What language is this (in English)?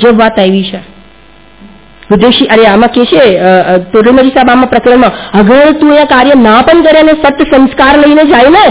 Gujarati